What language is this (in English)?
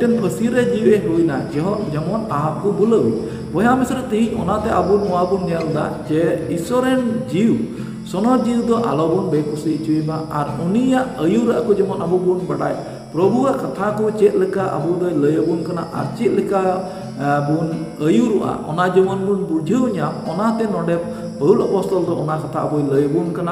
Santali